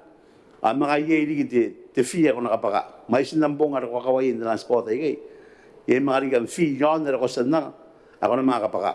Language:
Gilbertese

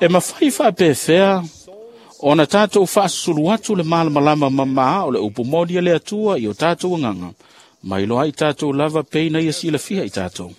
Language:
Samoan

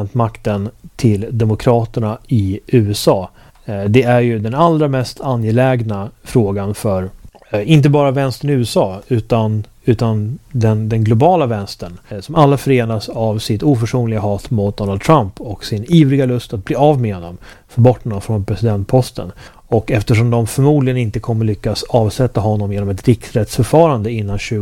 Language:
Swedish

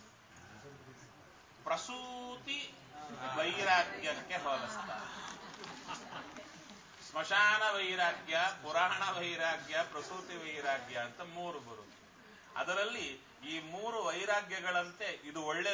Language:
Kannada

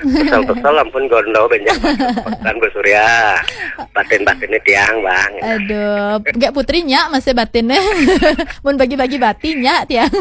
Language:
Balinese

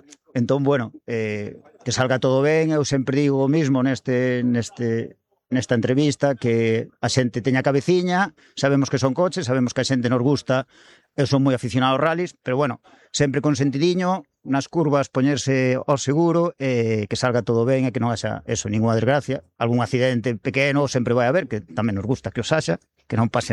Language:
Galician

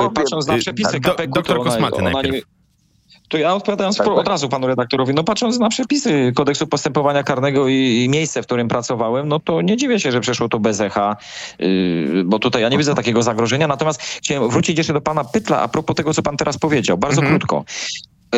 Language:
Polish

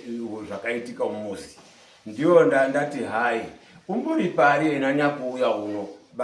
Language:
Shona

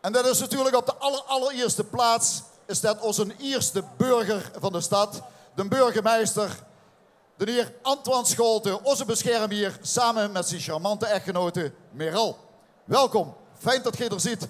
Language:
Limburgish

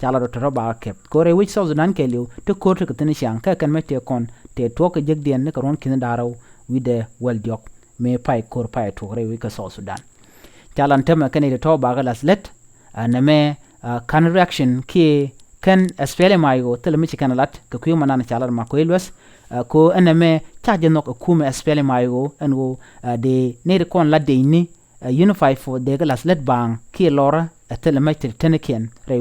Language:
Nuer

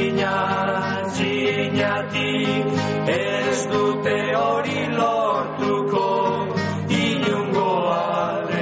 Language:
Basque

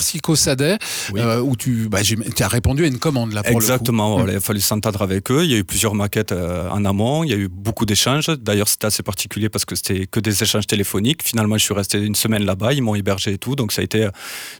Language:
French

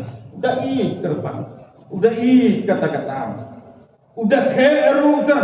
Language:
Khasi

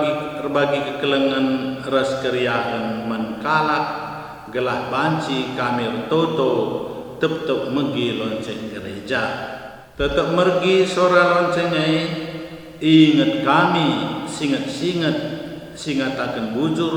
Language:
Batak Karo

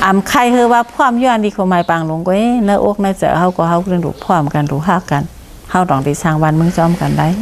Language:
Shan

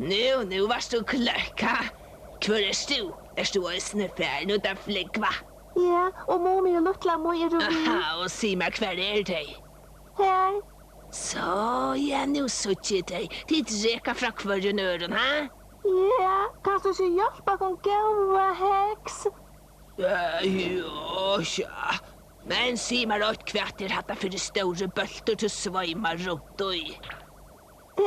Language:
Faroese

